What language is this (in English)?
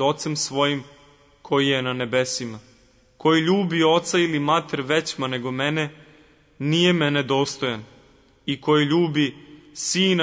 Croatian